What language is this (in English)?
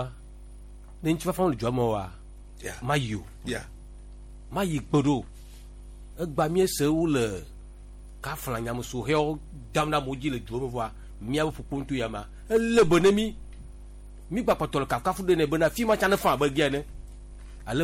Gen